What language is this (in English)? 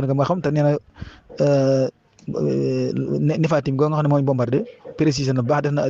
Wolof